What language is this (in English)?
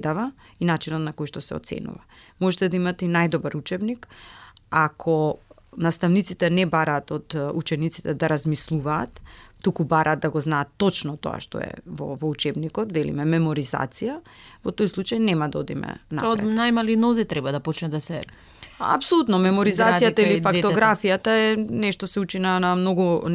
Macedonian